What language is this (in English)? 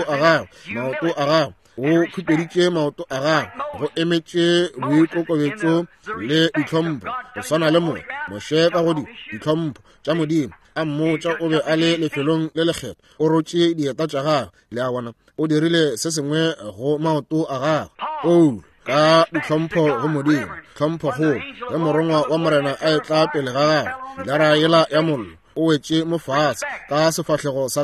Northern Sotho